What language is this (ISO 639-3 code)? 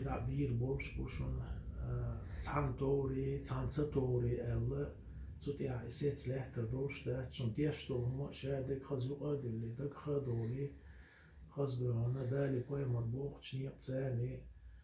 che